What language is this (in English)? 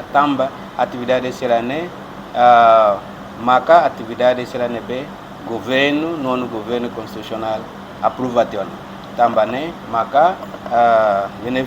Tetum